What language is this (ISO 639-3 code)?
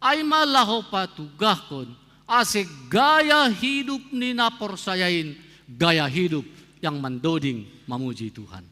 bts